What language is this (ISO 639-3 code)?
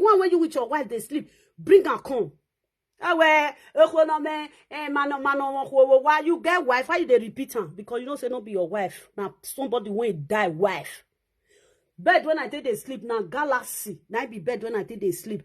pcm